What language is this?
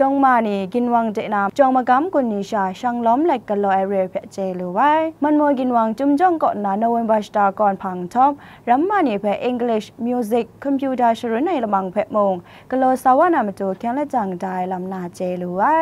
Kachin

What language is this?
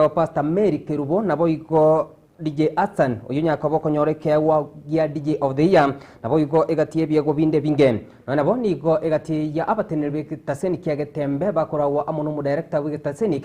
Gusii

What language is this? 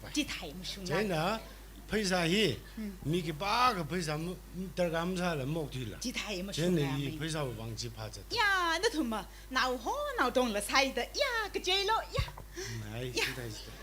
Tangkhul Naga (India)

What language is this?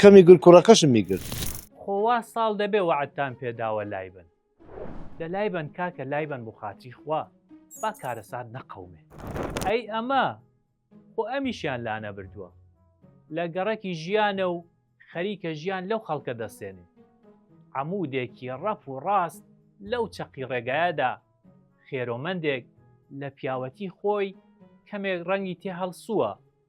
Central Kurdish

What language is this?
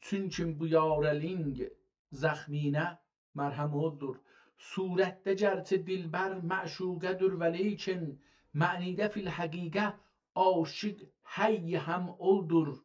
South Azerbaijani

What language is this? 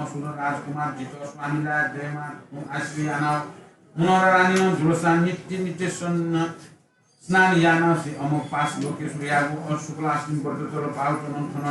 Newari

